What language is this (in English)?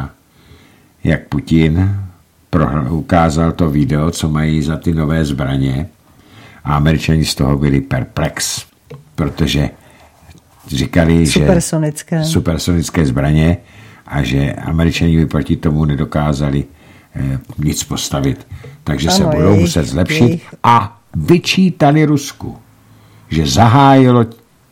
Czech